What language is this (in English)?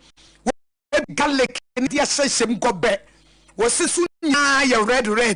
Akan